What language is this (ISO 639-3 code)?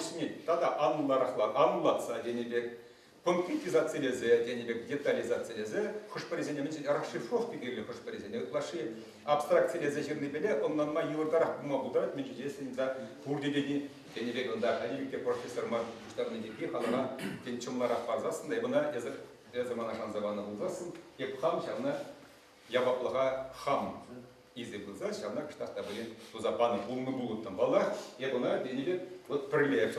chv